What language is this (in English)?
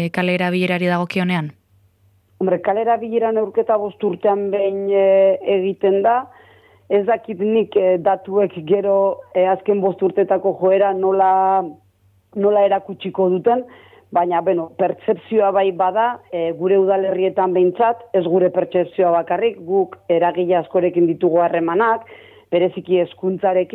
Basque